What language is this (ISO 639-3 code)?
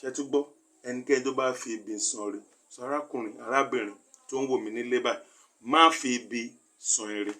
yor